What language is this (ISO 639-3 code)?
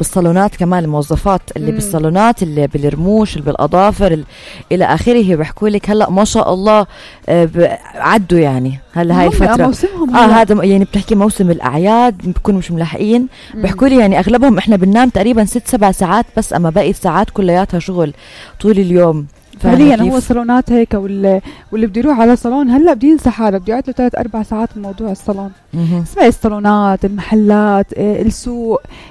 apc